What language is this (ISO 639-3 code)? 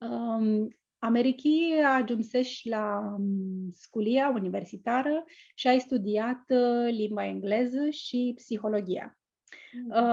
rup